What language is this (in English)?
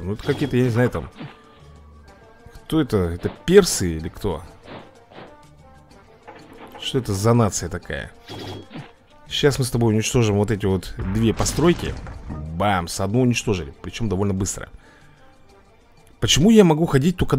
Russian